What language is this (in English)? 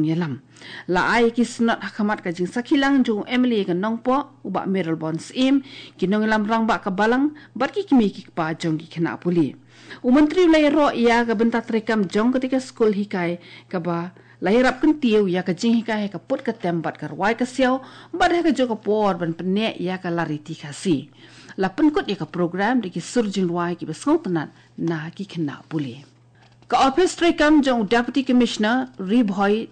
Khasi